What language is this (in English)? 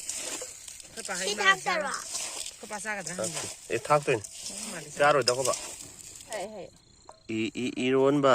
Manipuri